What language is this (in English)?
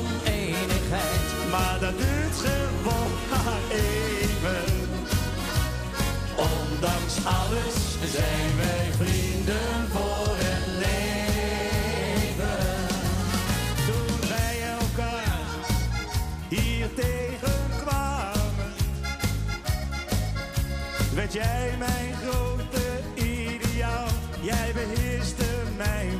Dutch